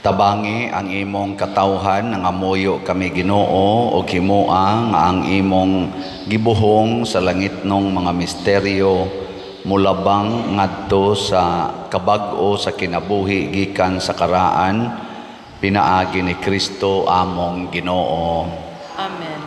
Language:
Cebuano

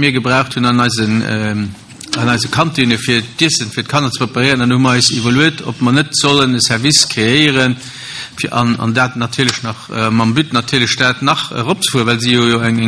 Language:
Luxembourgish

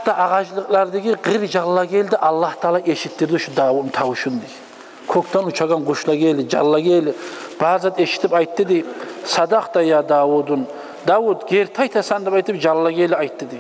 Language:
Kumyk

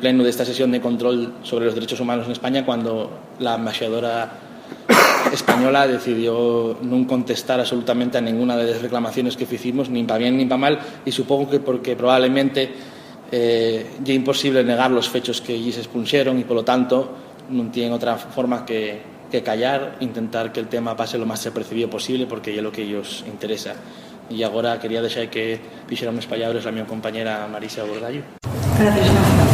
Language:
Asturian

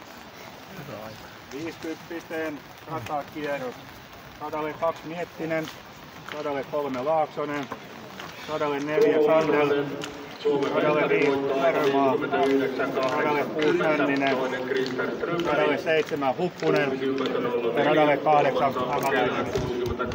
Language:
Finnish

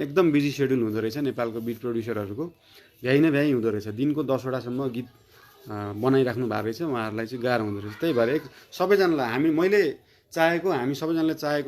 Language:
Nepali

